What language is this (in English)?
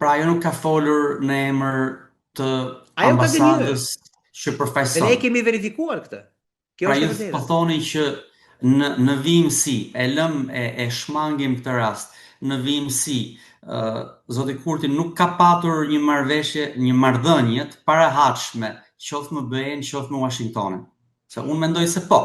Albanian